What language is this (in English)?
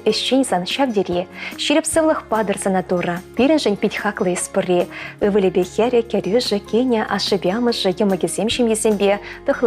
Chuvash